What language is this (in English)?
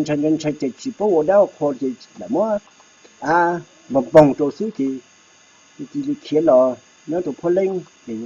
Hmong